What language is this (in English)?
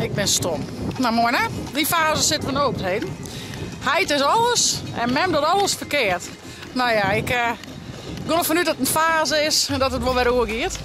Western Frisian